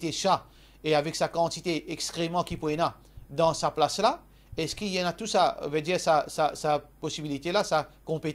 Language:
Morisyen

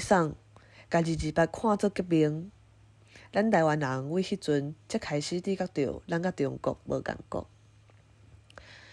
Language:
Min Nan Chinese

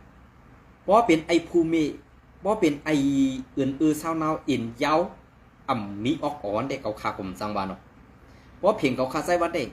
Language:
Shan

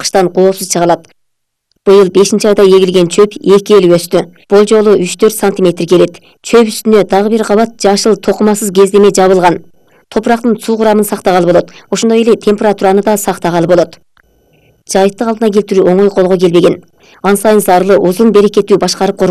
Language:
Kyrgyz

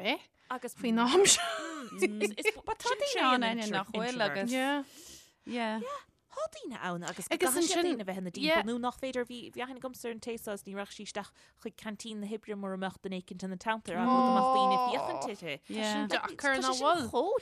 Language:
Irish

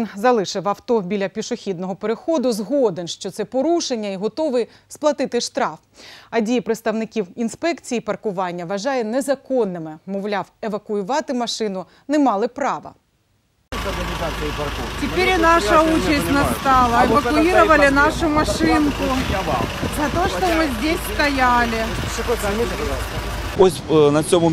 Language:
Ukrainian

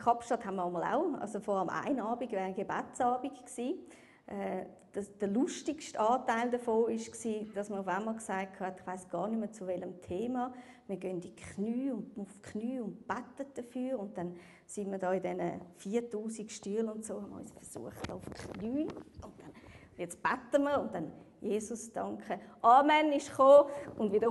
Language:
Swiss German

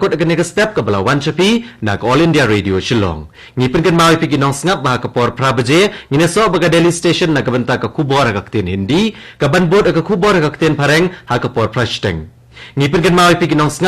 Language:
Khasi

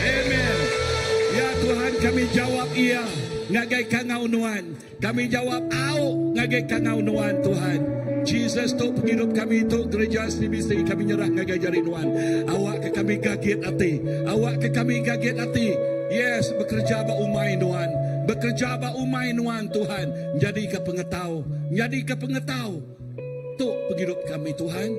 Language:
Iban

